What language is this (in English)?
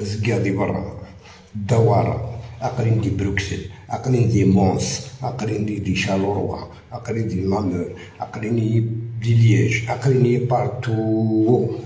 Algerian Arabic